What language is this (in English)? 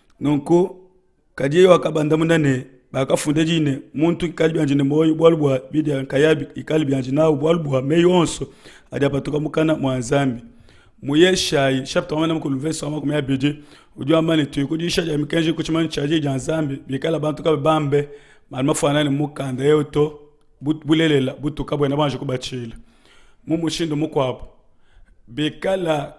Luba-Lulua